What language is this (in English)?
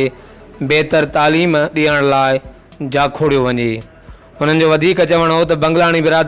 Sindhi